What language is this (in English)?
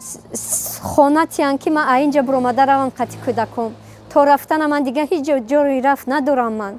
Tajik